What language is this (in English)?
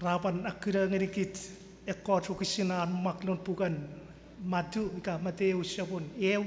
Chuukese